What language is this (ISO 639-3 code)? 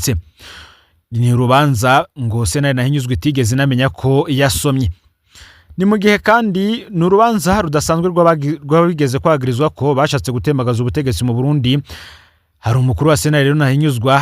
run